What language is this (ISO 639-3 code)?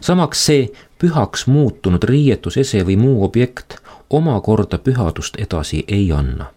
est